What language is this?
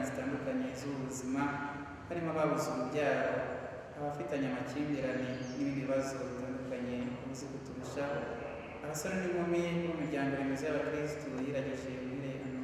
Kinyarwanda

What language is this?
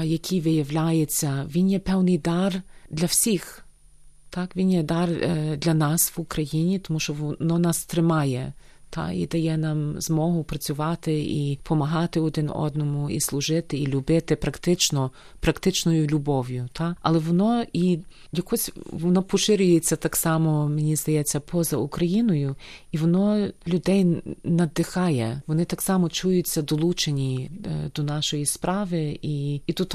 Ukrainian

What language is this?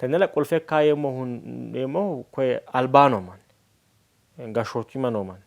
Sidamo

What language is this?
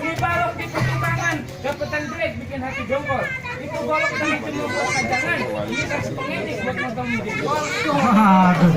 Betawi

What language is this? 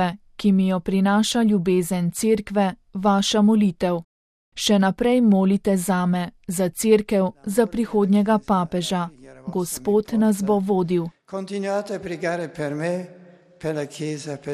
Slovenian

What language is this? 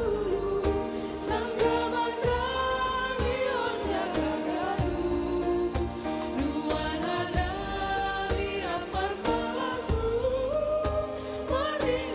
Batak Simalungun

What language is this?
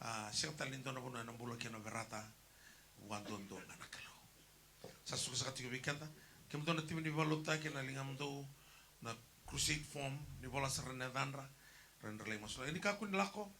Fijian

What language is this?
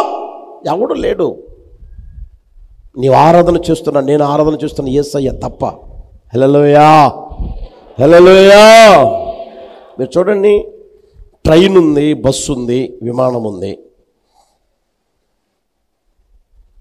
Telugu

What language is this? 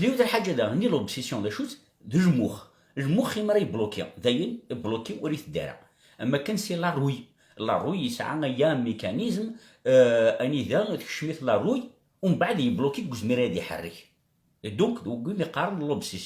Kabyle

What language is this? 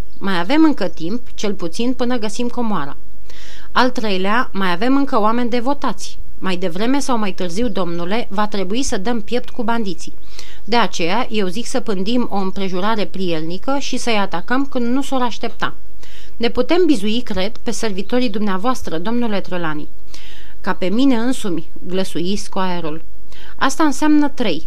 Romanian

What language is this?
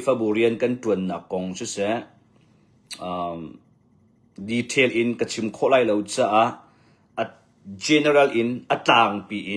Hakha Chin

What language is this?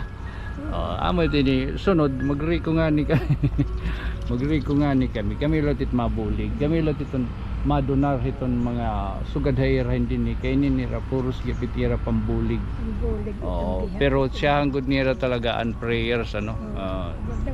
Waray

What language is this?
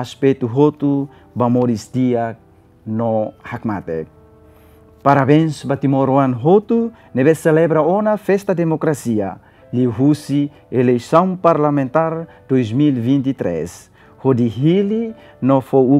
Tetum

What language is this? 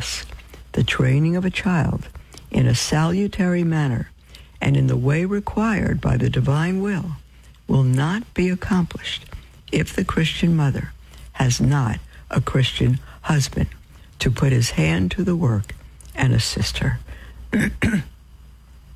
English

